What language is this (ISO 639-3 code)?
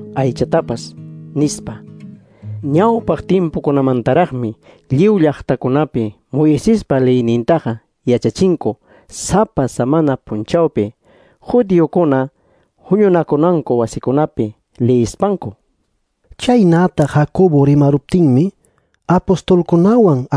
quy